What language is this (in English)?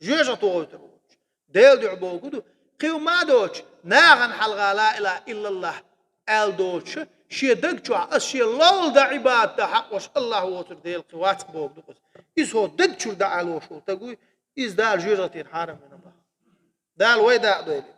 Chechen